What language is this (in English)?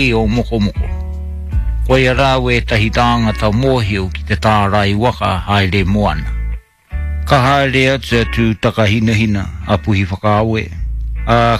Māori